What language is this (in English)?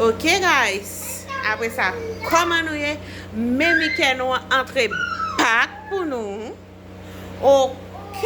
Haitian Creole